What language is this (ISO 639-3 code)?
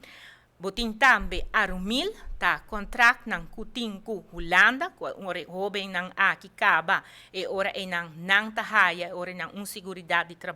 pap